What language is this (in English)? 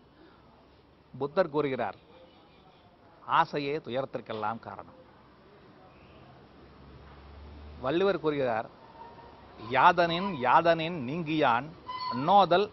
Tamil